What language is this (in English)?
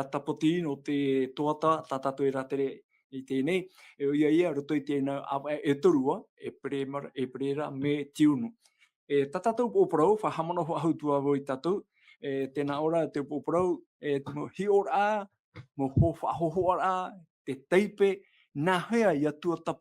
Tahitian